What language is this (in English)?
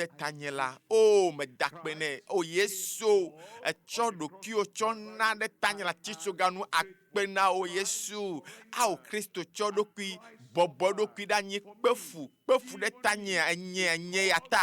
Ewe